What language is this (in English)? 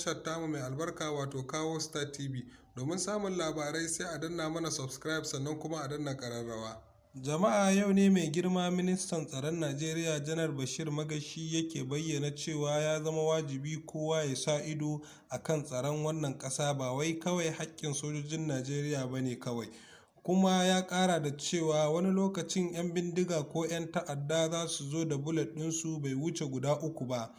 Hausa